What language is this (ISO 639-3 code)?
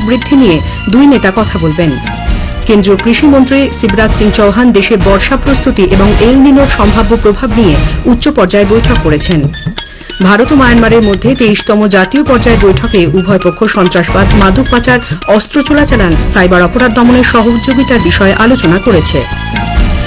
ben